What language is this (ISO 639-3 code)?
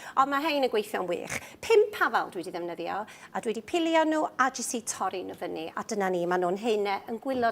cym